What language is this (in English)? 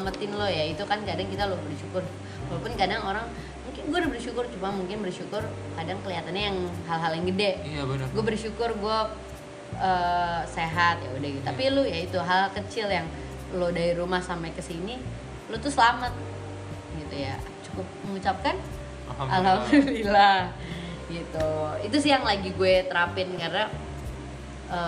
Indonesian